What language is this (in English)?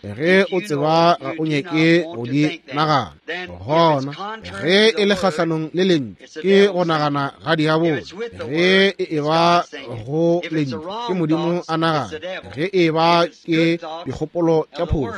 Northern Sotho